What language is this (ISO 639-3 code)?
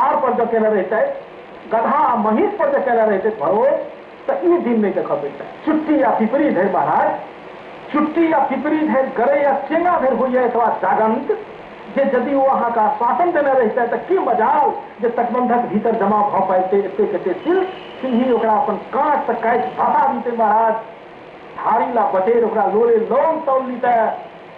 mai